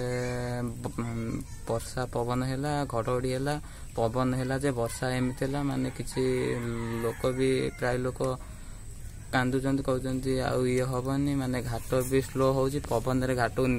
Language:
Odia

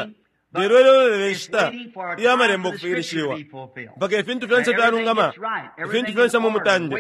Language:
Bemba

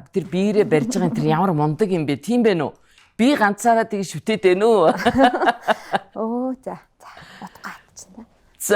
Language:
Mongolian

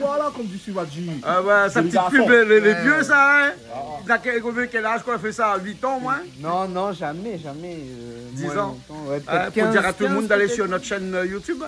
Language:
Réunion Creole French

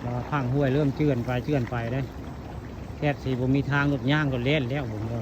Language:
Northeastern Thai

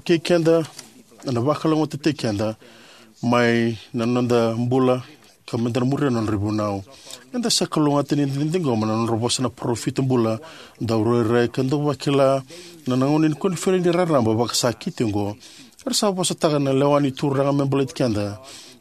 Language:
Fijian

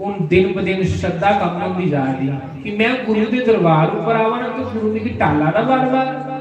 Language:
Dogri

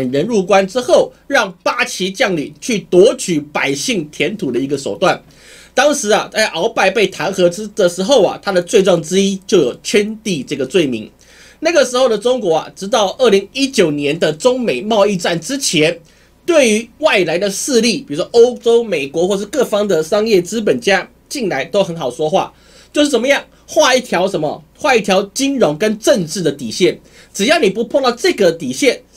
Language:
Chinese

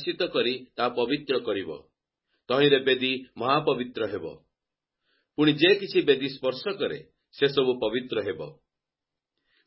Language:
Odia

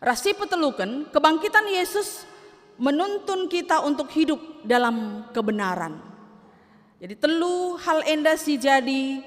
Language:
Batak Karo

